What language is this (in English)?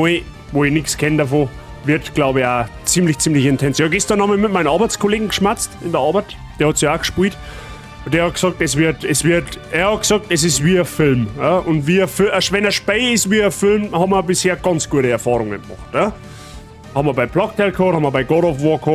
Bavarian